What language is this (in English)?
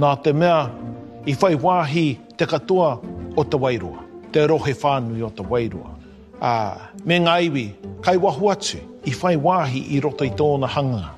Māori